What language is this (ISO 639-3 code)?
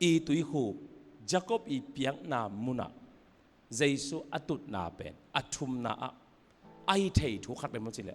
ctd